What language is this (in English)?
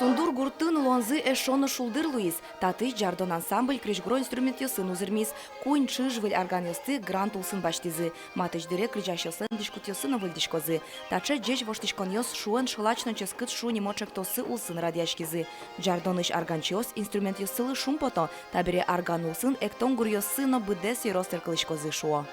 Udmurt